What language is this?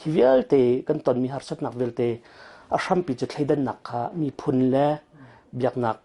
Hakha Chin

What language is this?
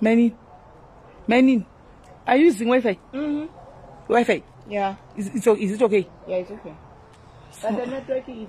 Shona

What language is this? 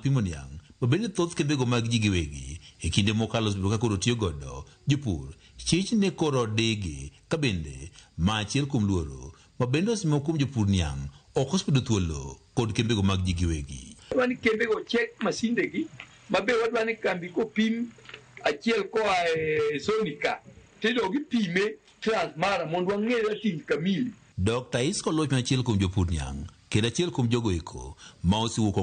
Luo (Kenya and Tanzania)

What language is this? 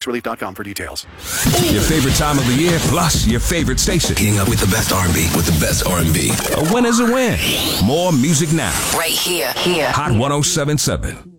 English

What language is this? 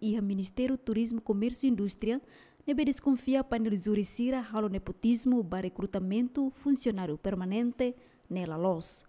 Tetum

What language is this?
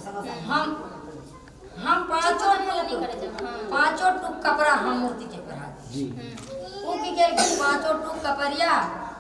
Maithili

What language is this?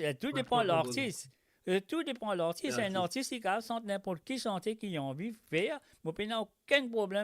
Morisyen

